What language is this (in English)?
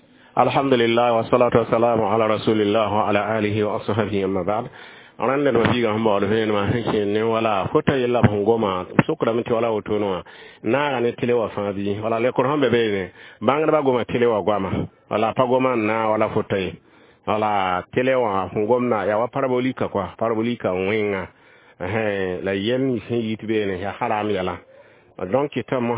Mossi